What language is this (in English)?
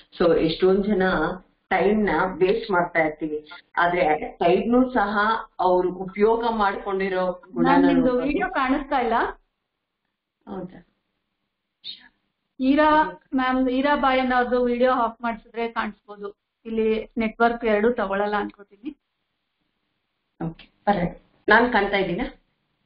Kannada